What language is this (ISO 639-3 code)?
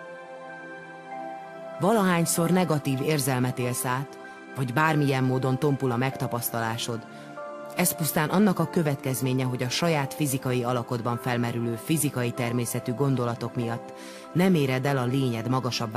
hun